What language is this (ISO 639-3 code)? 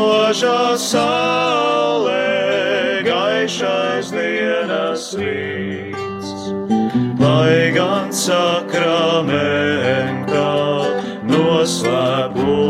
lav